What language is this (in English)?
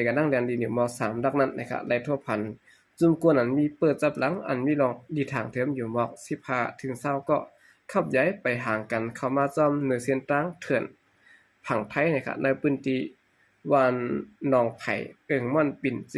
Shan